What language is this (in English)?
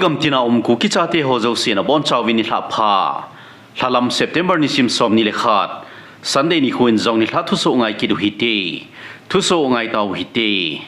Thado Chin